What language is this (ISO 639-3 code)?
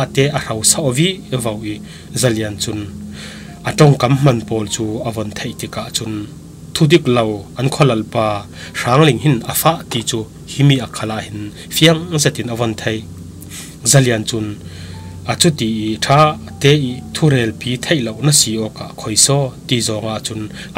cfm